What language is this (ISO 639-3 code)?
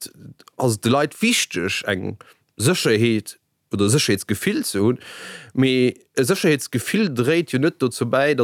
ltz